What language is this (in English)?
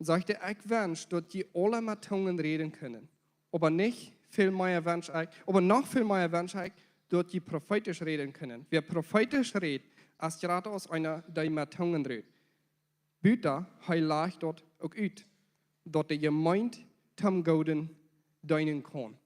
Plautdietsch